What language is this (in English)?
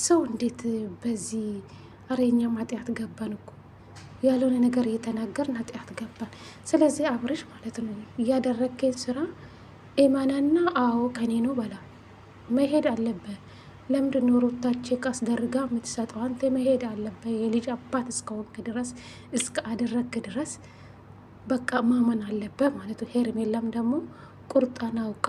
Amharic